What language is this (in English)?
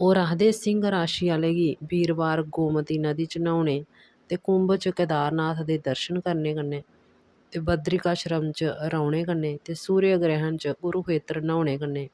Dogri